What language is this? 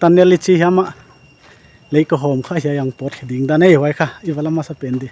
Paite Chin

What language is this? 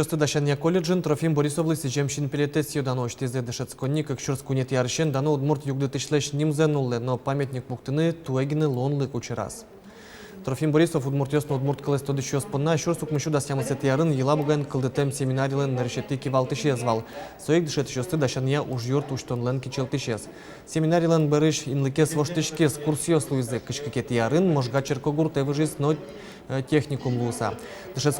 Udmurt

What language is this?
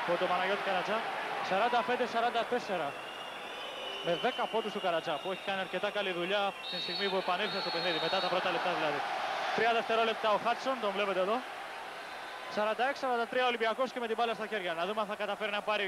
Greek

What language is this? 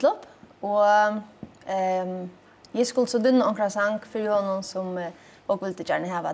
Faroese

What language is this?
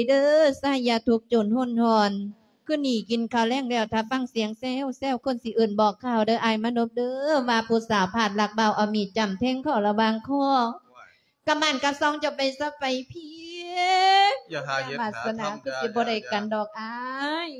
Lao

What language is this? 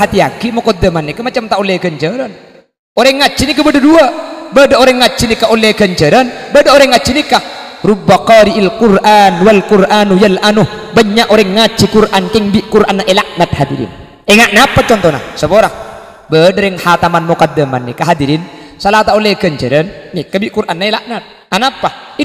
Madurese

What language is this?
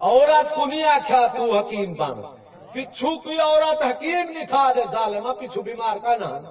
Saraiki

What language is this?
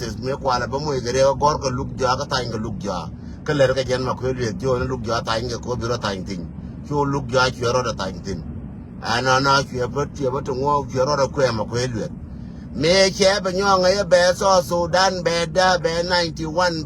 Nuer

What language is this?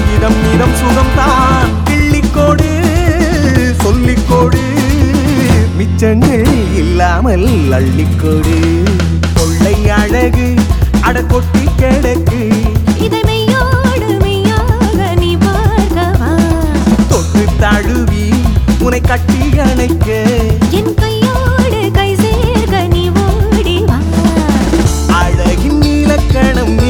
Tamil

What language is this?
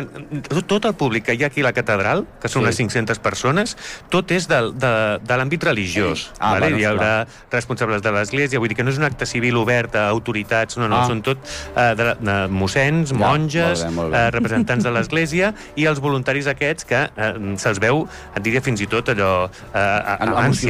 Catalan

